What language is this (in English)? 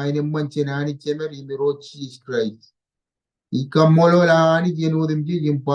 Marshallese